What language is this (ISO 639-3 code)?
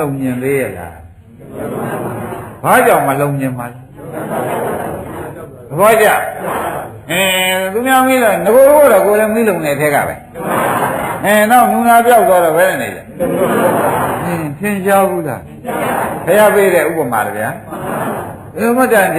mya